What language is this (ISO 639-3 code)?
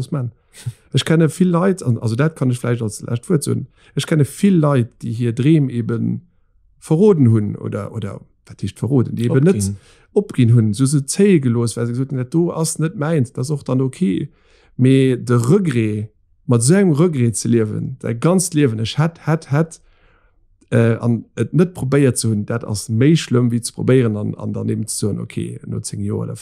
ltz